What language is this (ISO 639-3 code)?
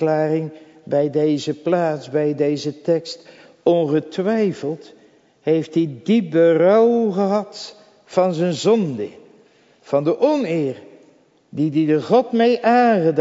nld